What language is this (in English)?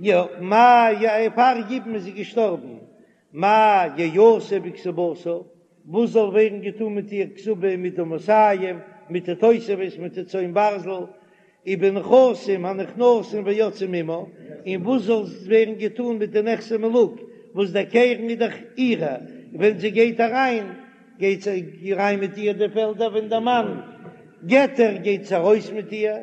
Yiddish